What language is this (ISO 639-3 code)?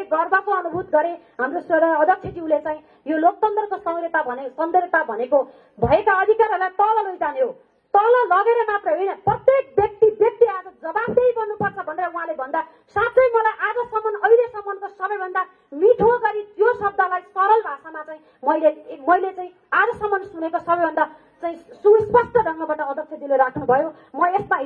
nep